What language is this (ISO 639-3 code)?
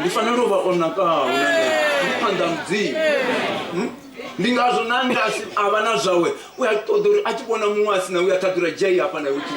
ven